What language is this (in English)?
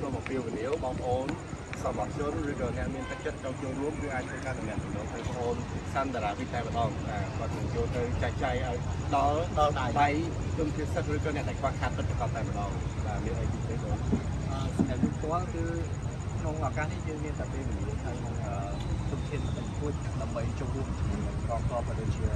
Khmer